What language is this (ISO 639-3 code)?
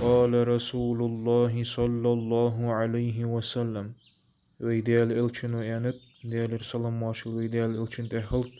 inh